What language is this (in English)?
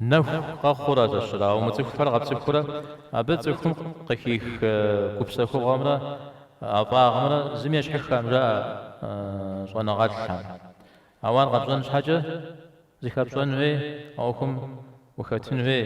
Kabardian